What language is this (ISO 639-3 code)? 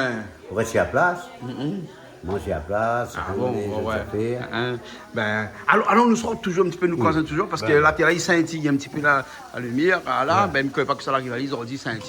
rcf